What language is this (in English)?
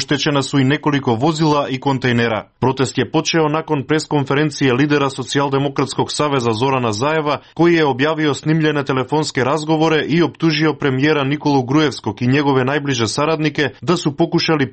Serbian